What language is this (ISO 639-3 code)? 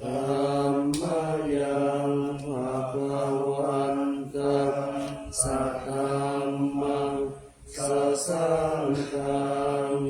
pli